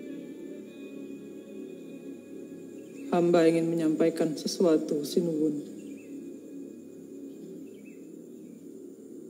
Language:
Indonesian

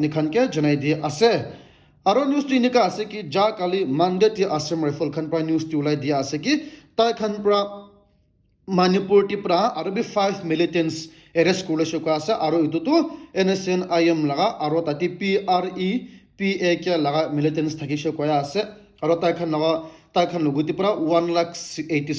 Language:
Naga Pidgin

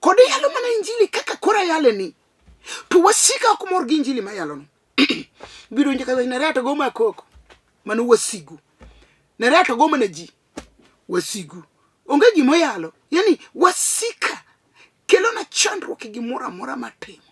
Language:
Luo (Kenya and Tanzania)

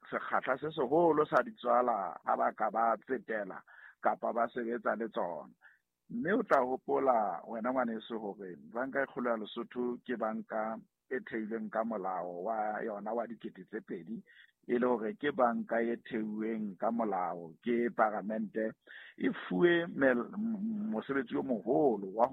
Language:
Southern Sotho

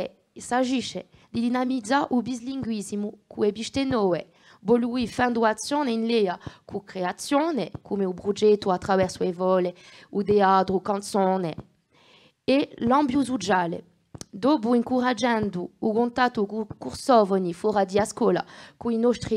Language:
Corsican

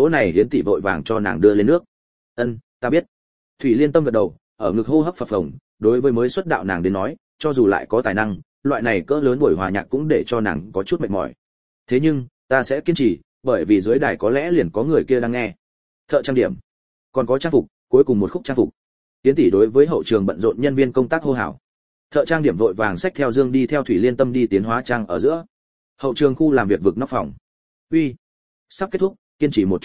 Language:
Vietnamese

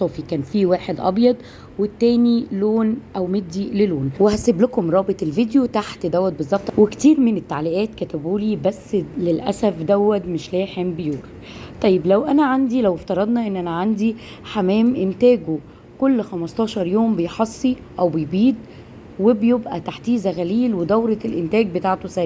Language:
Egyptian Arabic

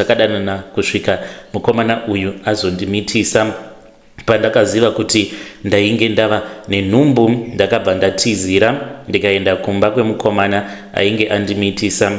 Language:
Shona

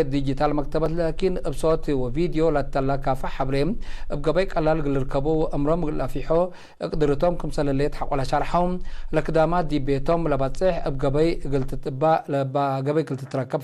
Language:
Tigre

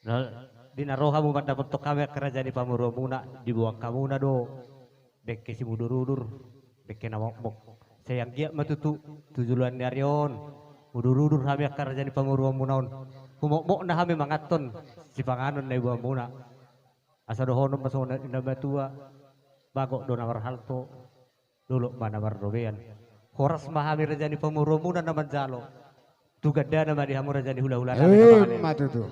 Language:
Batak Toba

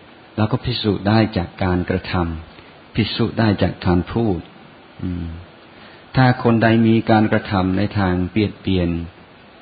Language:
Thai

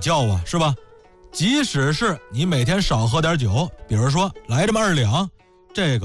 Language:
Chinese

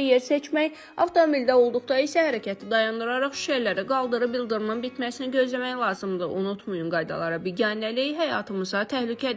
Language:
Azerbaijani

